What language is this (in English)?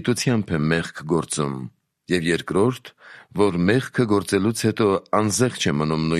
Armenian